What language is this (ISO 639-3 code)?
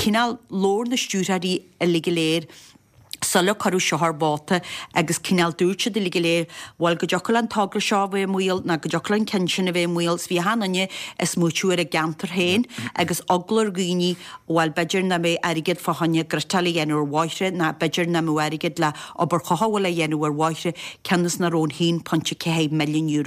gle